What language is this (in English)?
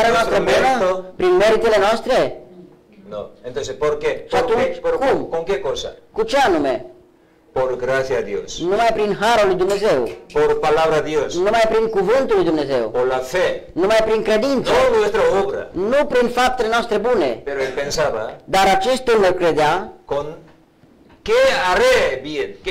Romanian